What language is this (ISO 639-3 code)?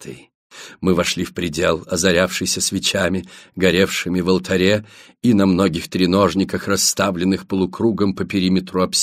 rus